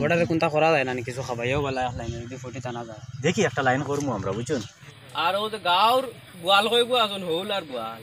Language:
Sylheti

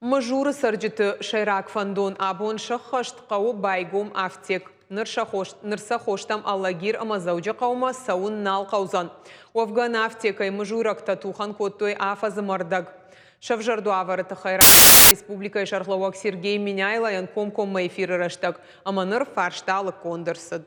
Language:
Ossetic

